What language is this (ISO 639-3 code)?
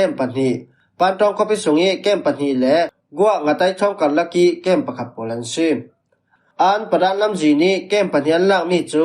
cfm